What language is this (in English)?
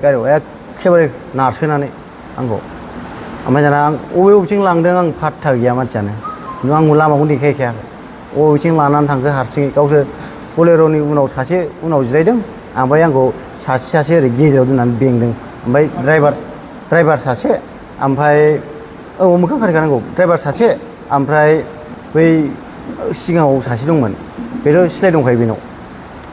Bodo